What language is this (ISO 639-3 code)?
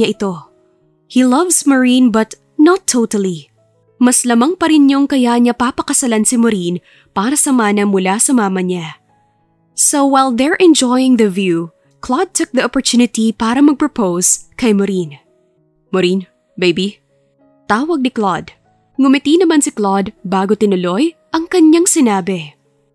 fil